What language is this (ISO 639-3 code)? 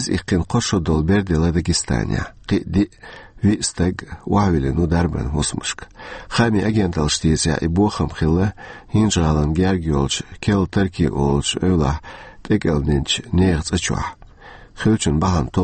che